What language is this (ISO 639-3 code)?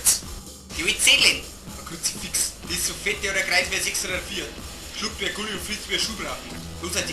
bar